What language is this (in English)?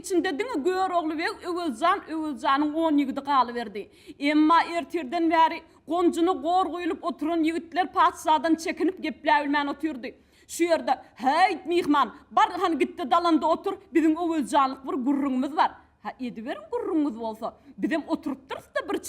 Turkmen